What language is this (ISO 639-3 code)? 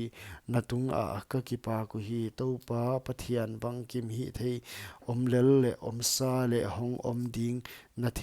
pck